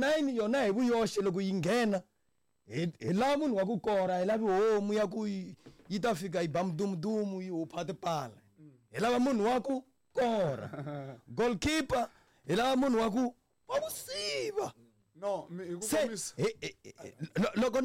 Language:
Tsonga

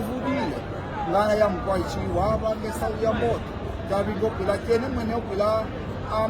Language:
Kimbundu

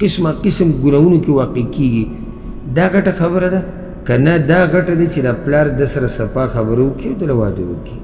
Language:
Pashto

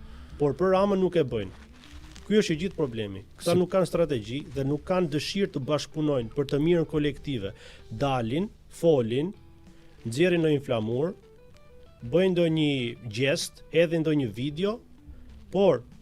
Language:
Albanian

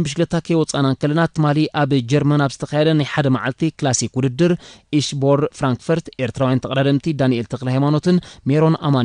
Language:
Tigrinya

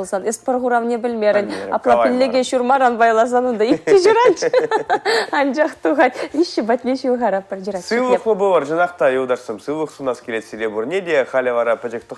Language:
Chuvash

